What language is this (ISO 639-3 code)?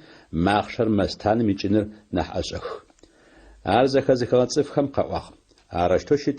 ady